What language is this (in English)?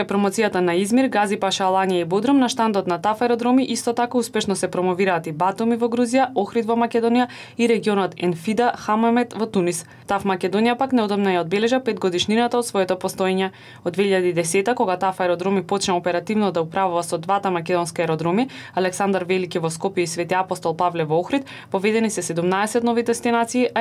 Macedonian